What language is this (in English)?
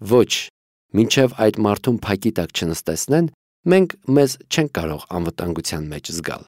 Armenian